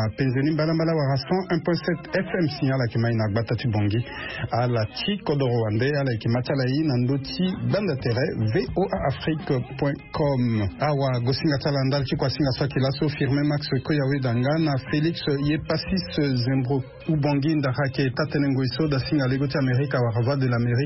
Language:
Sango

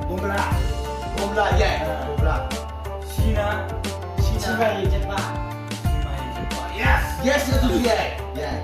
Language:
Manipuri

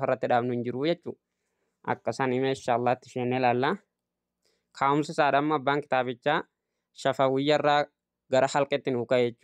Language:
Oromo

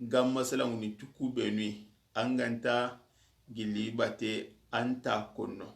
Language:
Soninke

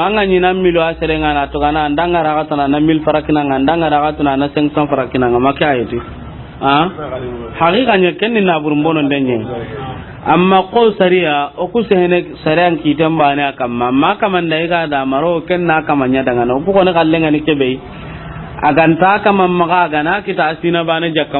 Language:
Soninke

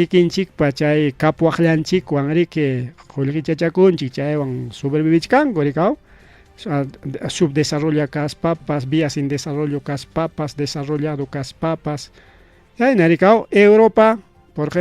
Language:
Ayacucho Quechua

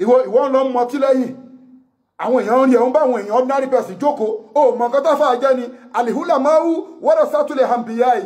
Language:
Yoruba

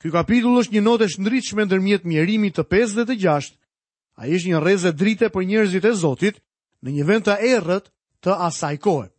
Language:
Albanian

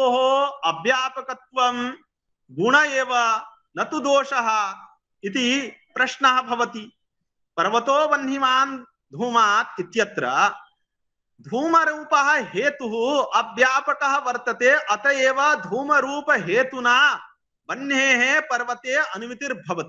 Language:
Sanskrit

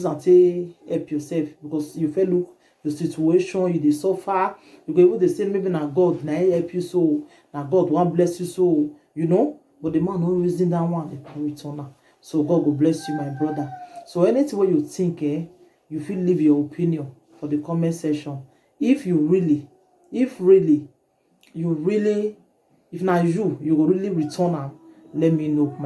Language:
Nigerian Pidgin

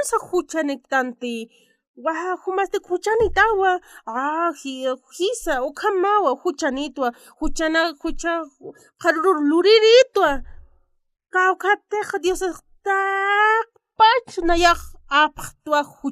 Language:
Aymara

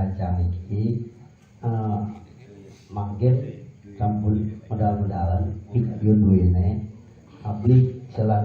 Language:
Balinese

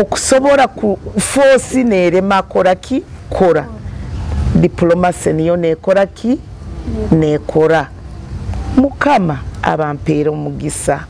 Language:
Nyoro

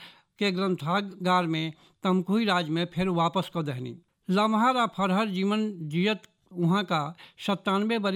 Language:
Bhojpuri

